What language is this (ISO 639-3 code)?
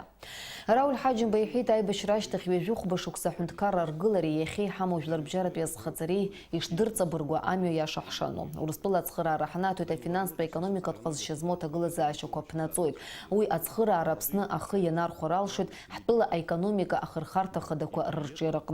abk